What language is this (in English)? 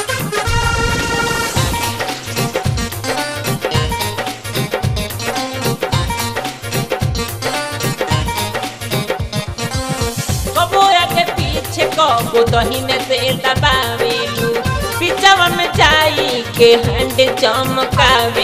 Bhojpuri